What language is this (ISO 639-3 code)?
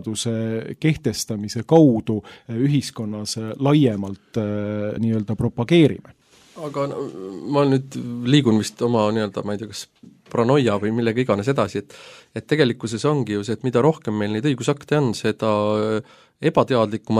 est